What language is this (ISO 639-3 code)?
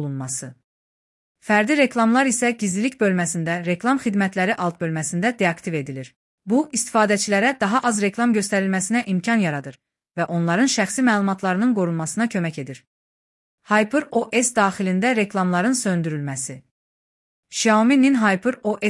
aze